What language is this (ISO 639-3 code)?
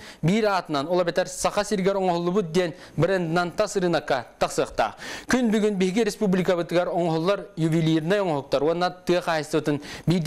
sah